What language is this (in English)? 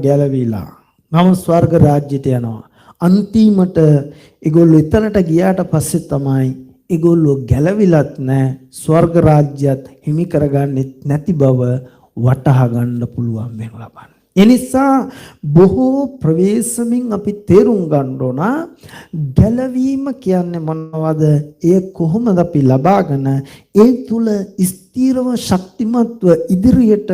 Sinhala